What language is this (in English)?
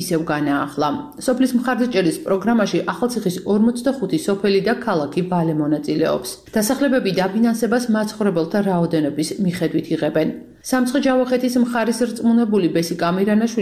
Georgian